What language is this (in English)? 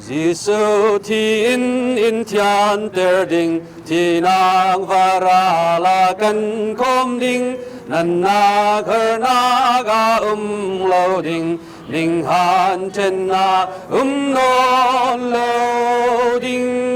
Falam Chin